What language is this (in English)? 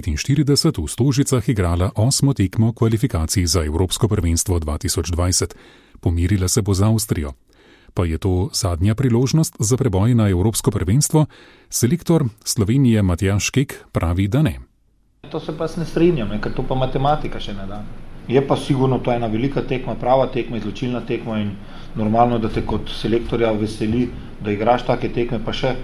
Slovenian